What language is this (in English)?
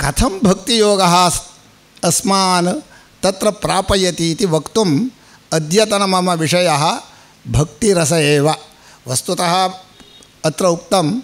Sanskrit